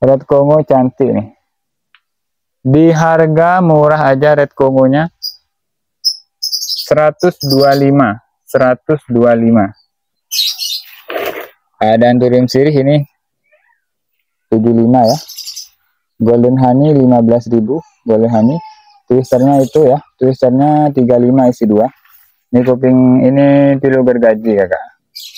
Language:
Indonesian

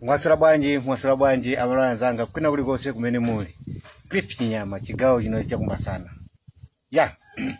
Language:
Nyanja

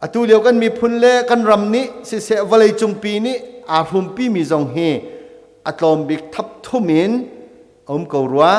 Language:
Hakha Chin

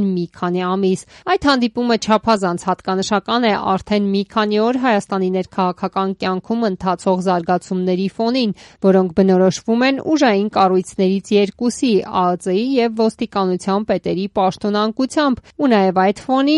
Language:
Armenian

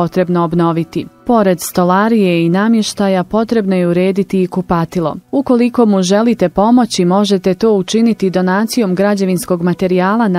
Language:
Bosnian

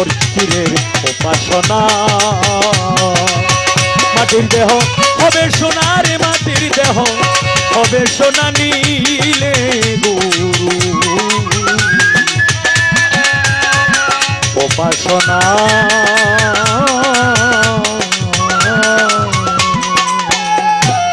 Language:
Bangla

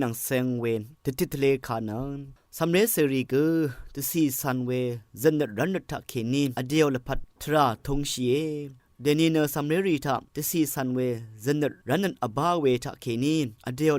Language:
Rawang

